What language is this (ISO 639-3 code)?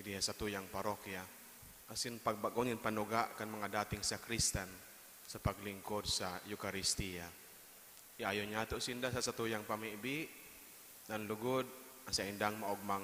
bik